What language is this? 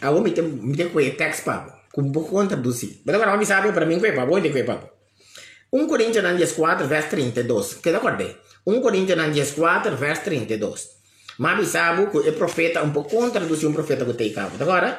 Papiamento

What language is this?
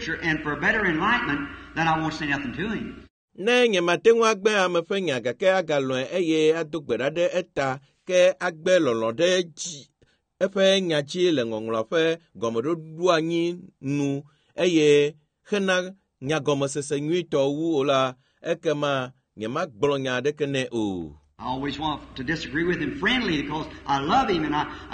Ewe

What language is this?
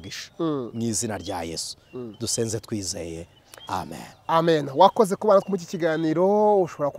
Kinyarwanda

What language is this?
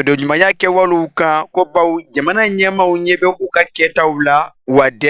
Bambara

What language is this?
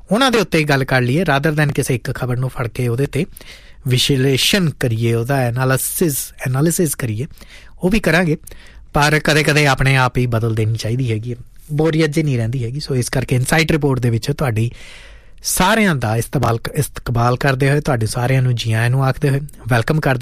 Punjabi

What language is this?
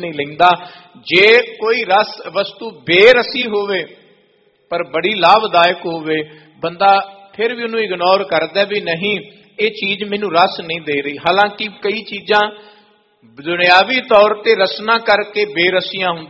Punjabi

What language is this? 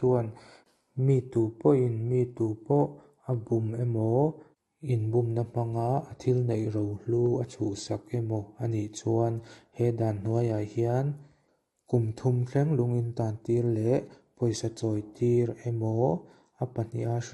Mizo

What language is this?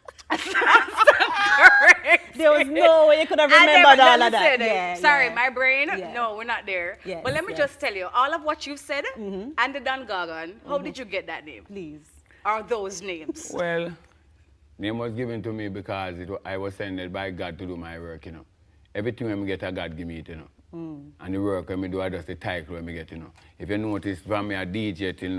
Jamaican Creole English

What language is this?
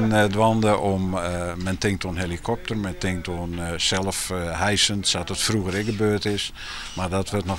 Western Frisian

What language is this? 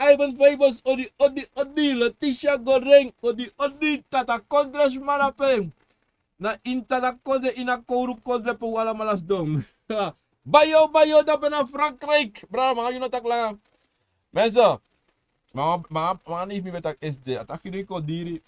Sranan Tongo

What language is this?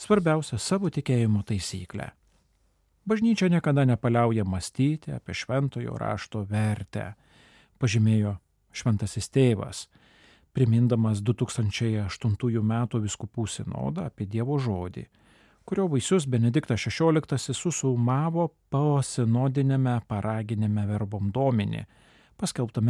Lithuanian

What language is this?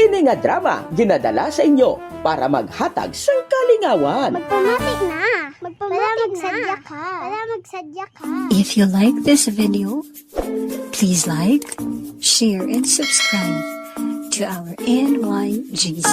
Hiligaynon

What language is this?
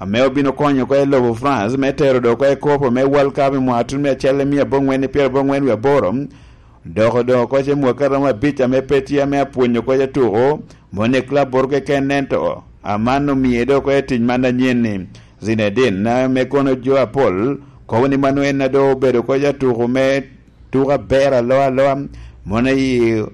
Lango (Uganda)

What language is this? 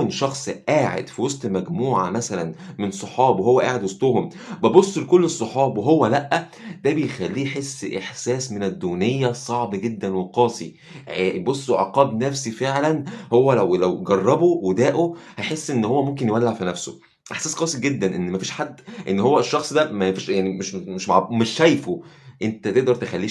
Egyptian Arabic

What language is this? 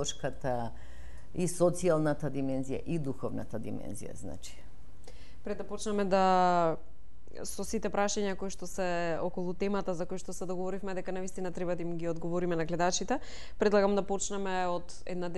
Macedonian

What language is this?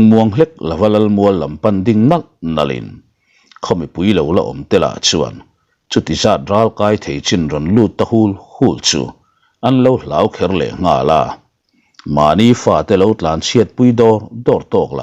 Mizo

